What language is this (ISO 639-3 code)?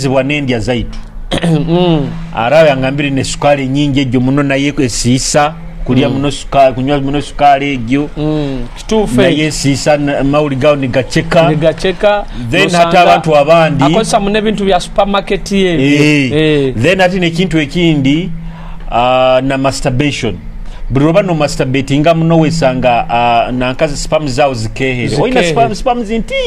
nyo